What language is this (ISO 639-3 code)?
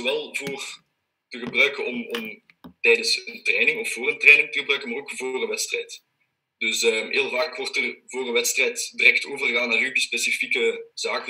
nld